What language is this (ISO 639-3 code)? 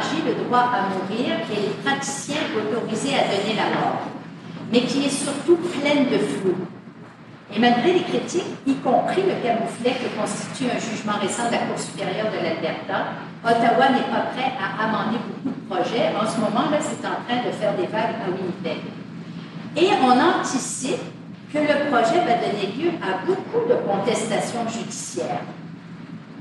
fra